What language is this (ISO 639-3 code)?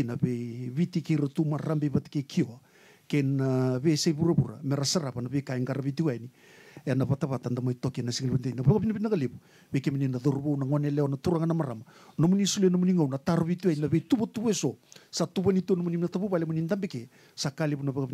fij